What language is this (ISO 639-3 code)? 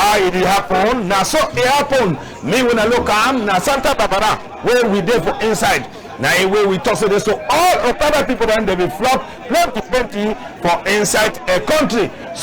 wes